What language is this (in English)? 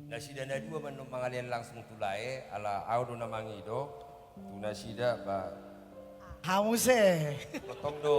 Batak Toba